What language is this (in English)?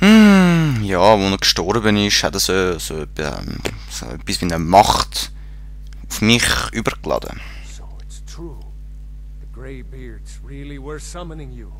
Swiss German